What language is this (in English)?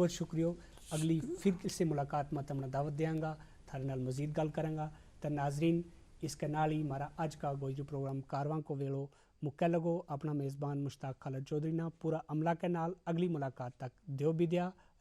Gujari